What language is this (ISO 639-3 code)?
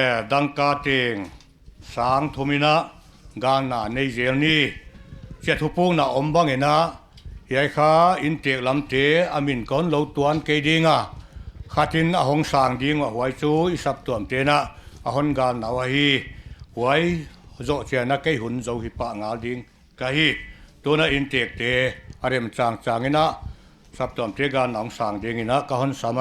pck